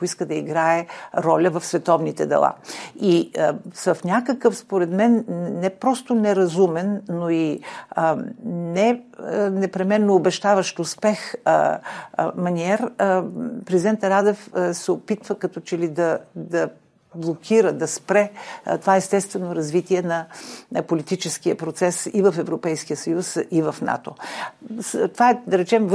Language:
Bulgarian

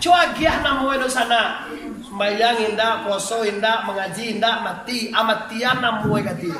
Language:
Minangkabau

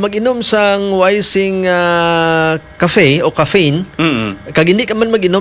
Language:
Hiligaynon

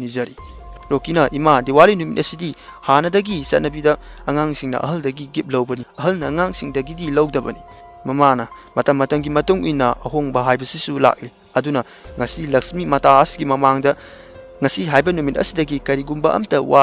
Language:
Manipuri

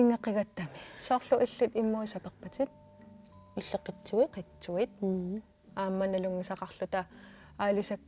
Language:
Kalaallisut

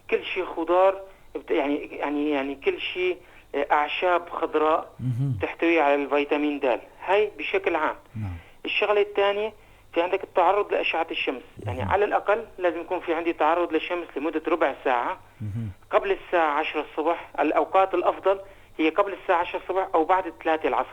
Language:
North Levantine Arabic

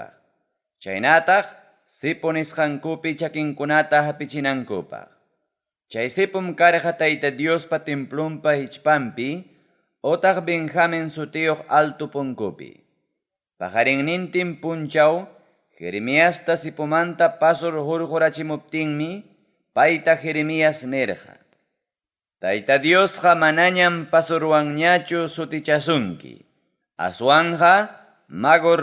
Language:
Ayacucho Quechua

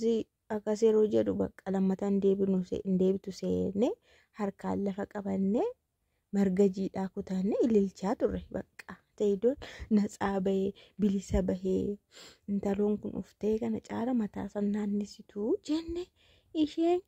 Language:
Oromo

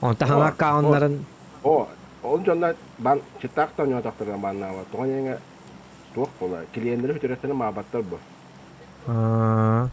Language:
Yakut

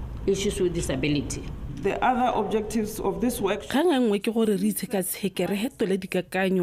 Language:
Tswana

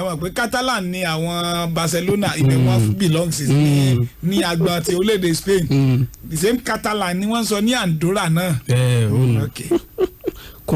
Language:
Yoruba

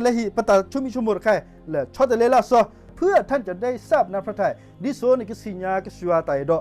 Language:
S'gaw Karen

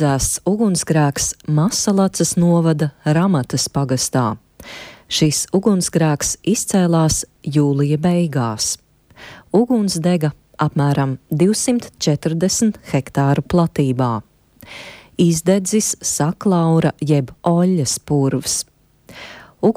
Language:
Latvian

